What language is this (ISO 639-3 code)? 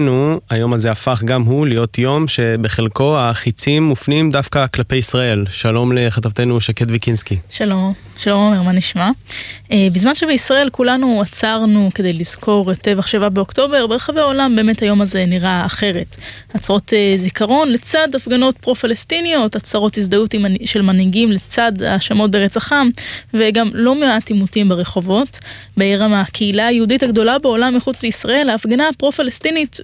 heb